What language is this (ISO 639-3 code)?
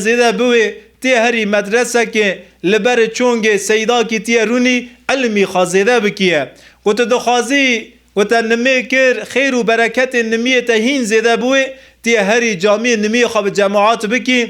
kur